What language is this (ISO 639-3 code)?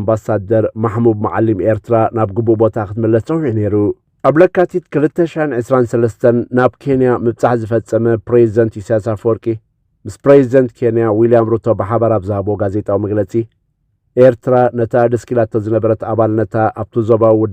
tir